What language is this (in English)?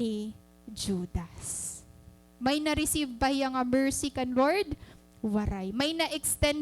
Waray